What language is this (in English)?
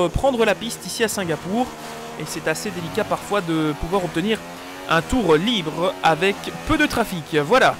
French